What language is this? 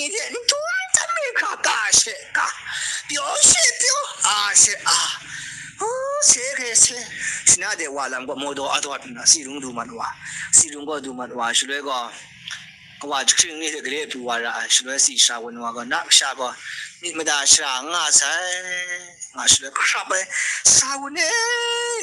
Kachin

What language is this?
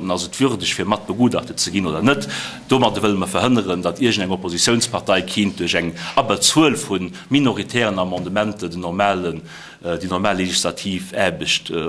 Luxembourgish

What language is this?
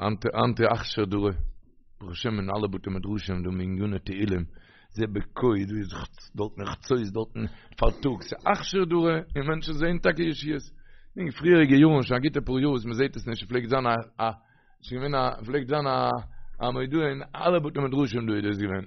Yiddish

